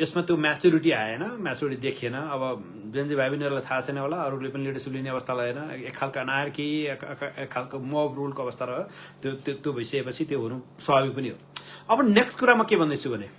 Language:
Nepali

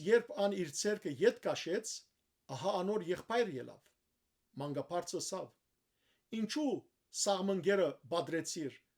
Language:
Western Armenian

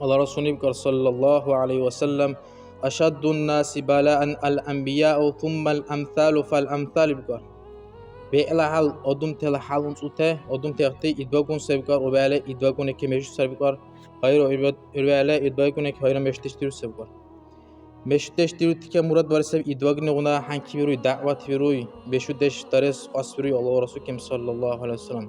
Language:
Dargwa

